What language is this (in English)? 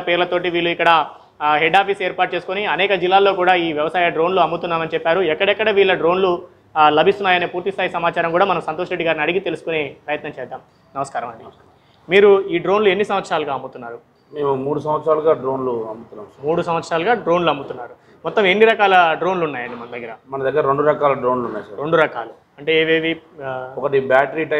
Telugu